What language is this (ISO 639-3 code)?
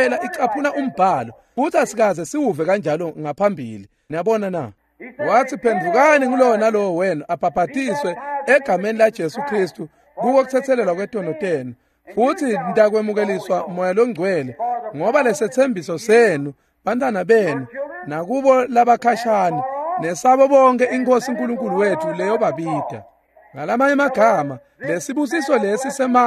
ssw